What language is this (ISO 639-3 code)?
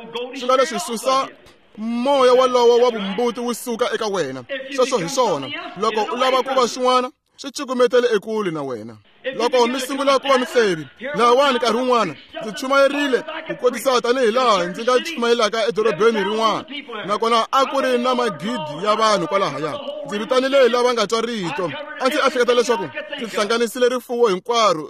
tso